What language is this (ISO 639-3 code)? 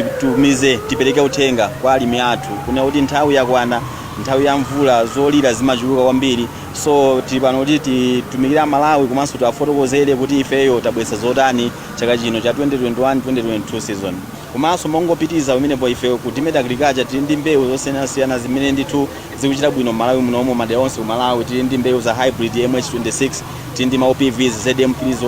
nya